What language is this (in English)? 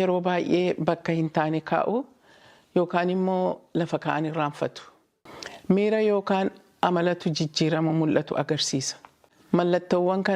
Oromo